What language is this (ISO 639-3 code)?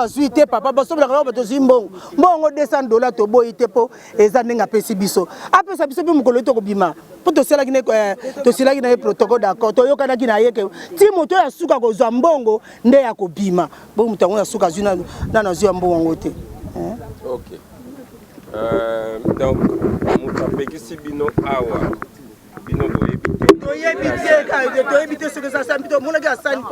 lin